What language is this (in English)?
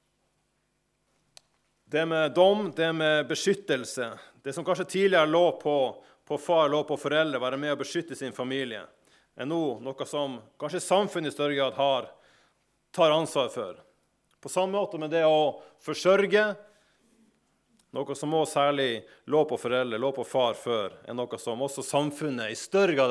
Norwegian